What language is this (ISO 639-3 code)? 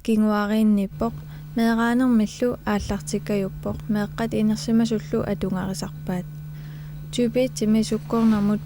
kal